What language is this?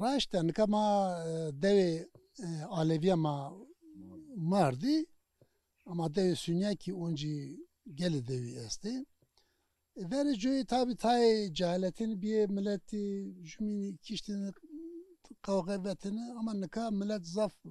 Zaza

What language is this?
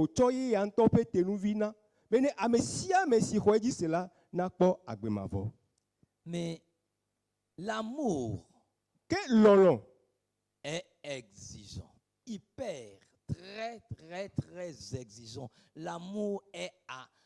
Ewe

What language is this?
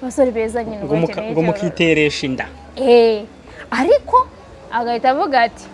Kinyarwanda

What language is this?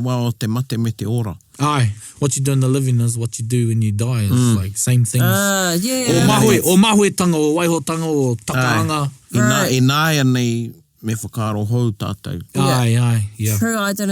Māori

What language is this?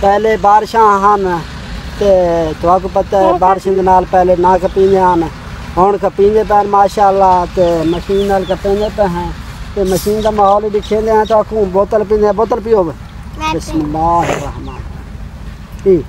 Saraiki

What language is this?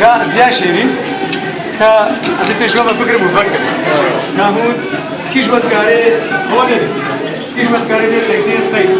Kurdish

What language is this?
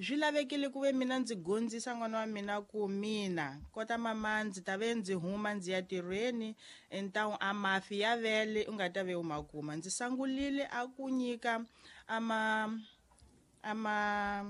Tsonga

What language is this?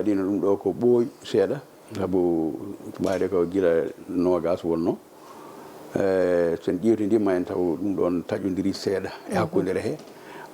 Fula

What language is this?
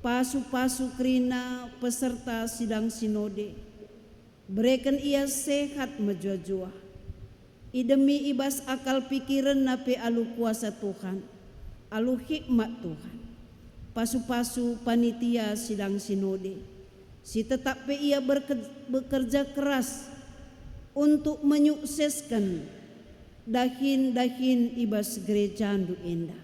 Batak Karo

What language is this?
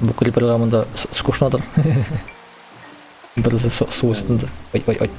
Tatar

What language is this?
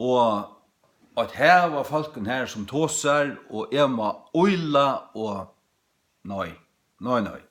Faroese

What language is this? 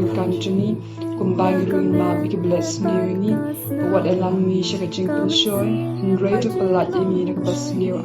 Khasi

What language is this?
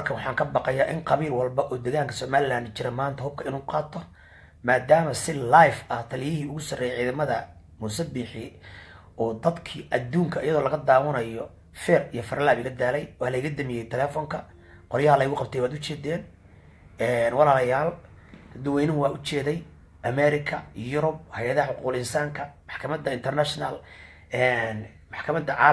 Somali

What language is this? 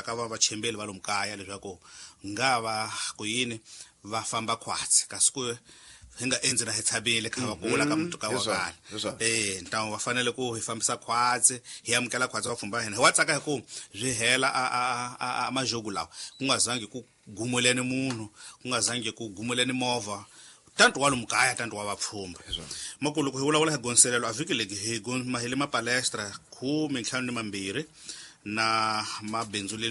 Tsonga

